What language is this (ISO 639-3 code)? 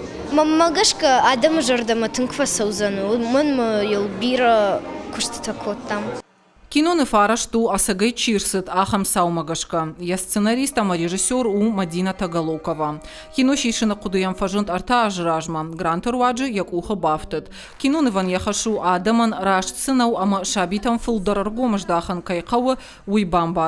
oss